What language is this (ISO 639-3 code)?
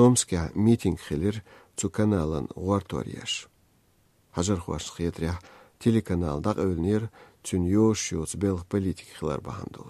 che